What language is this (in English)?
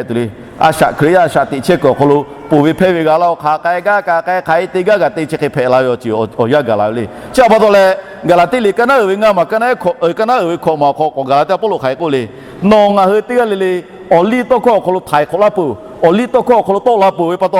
Lahu